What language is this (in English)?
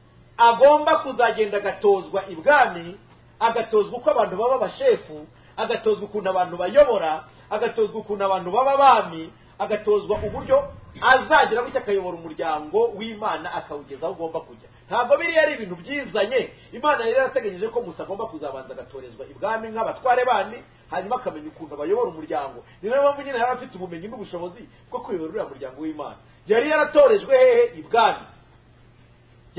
Kinyarwanda